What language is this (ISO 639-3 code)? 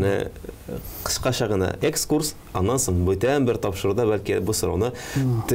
tat